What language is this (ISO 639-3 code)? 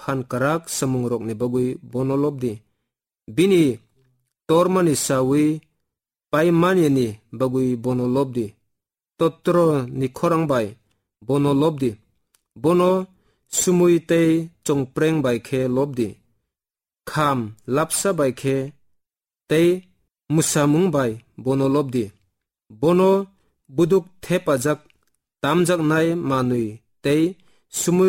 trp